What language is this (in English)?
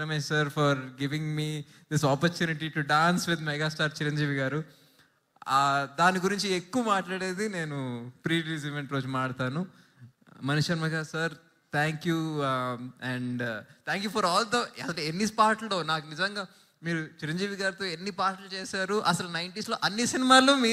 Telugu